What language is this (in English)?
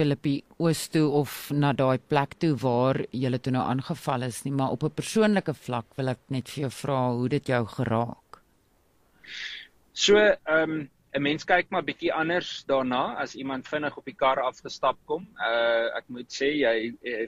Afrikaans